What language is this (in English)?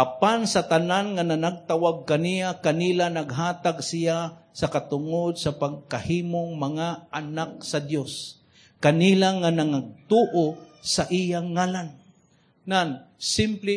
Cebuano